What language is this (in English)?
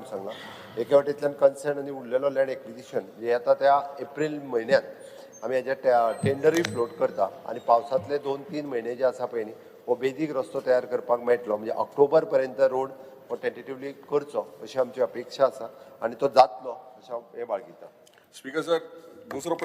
Konkani